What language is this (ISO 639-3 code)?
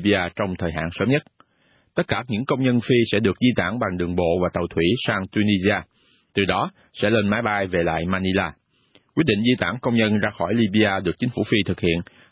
vie